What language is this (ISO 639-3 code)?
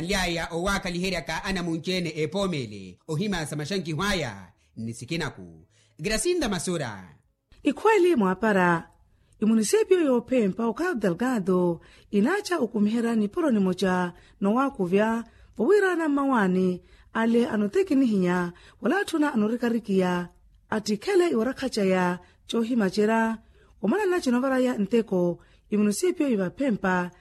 vmw